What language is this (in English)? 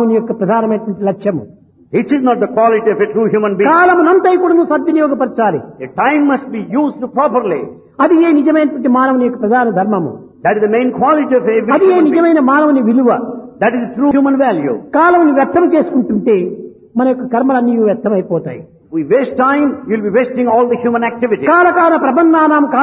Telugu